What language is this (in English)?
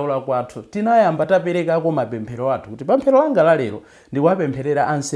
Nyanja